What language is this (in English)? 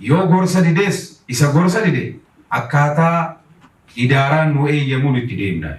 Oromo